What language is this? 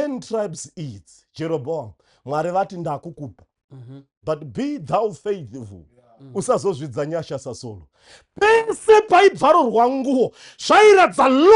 Shona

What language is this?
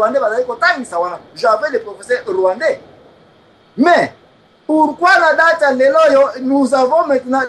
Lingala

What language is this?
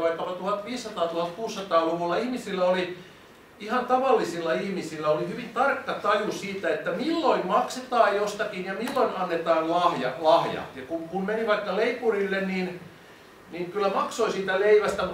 Finnish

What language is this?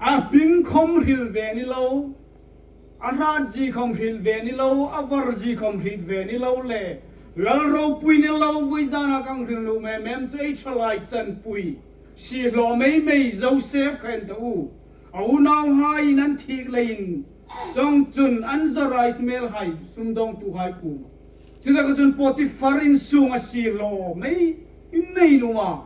Hmar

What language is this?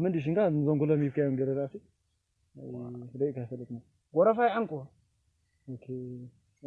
Tigrinya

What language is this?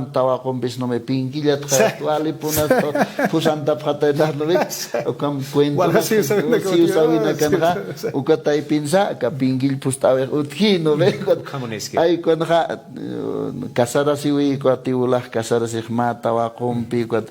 Aymara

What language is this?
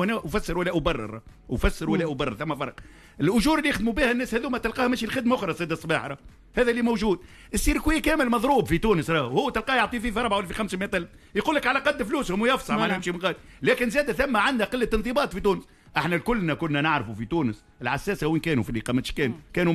Tunisian Arabic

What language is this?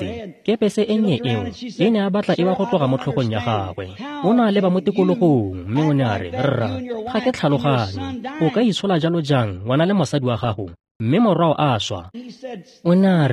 Tswana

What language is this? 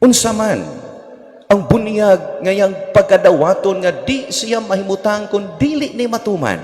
Cebuano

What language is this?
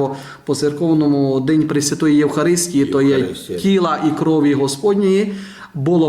Rusyn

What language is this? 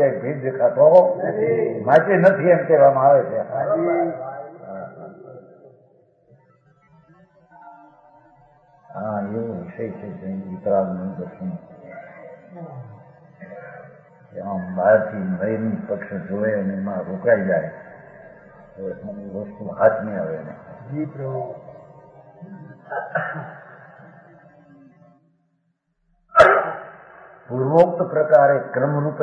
Gujarati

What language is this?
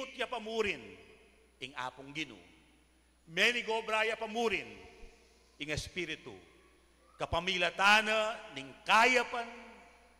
Pampanga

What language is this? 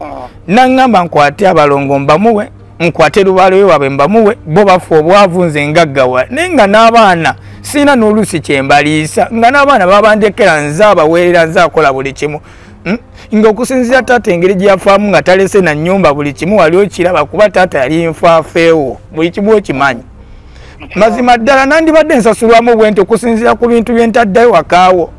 Ganda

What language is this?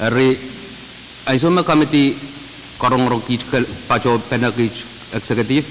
Pohnpeian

